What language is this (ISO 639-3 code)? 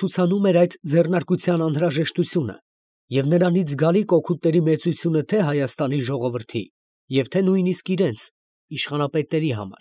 hye